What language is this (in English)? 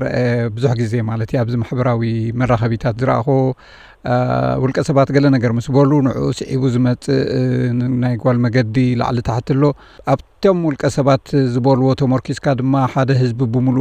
Tigrinya